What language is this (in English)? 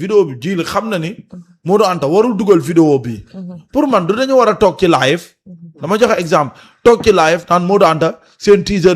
Wolof